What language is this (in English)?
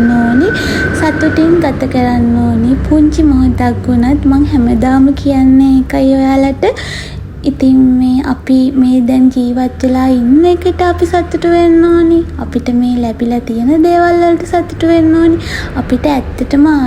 Sinhala